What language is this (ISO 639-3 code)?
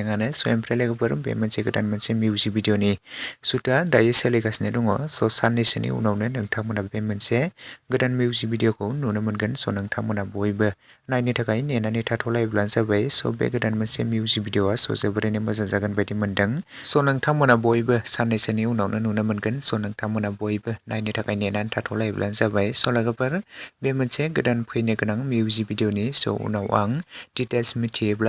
brx